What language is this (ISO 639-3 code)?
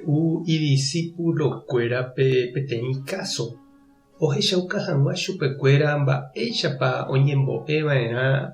grn